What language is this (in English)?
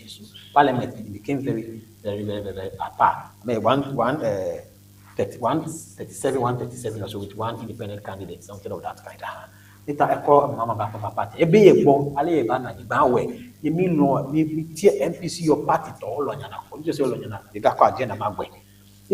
Ewe